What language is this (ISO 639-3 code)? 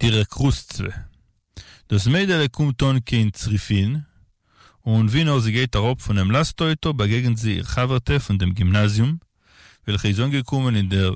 yid